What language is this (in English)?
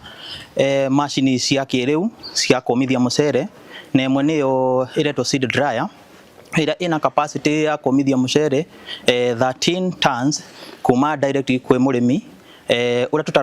Kikuyu